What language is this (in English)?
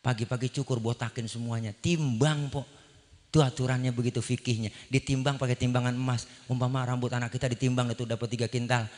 Betawi